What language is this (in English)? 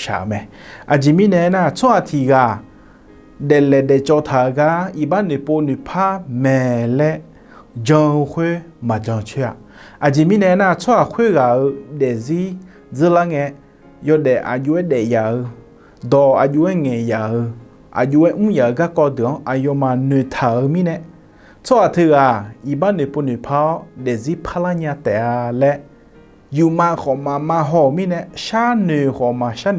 Akha